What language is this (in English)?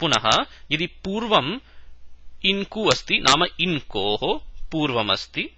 Sanskrit